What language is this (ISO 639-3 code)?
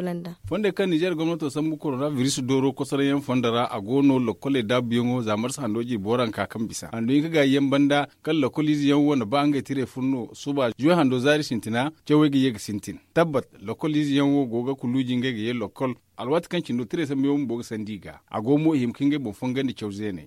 dje